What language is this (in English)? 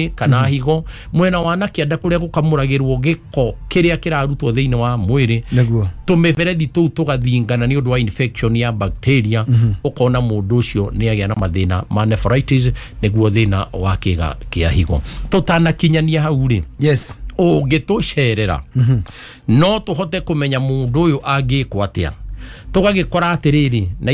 Kikuyu